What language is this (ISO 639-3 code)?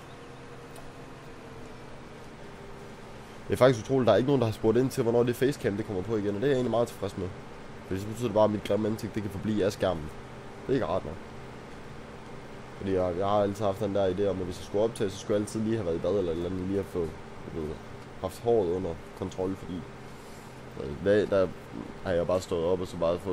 dan